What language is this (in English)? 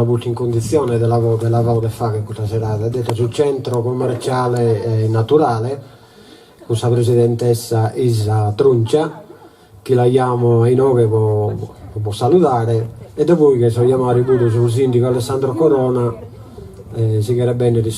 Sardinian